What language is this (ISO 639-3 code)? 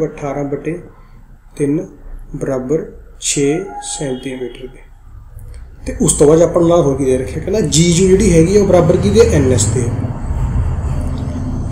pan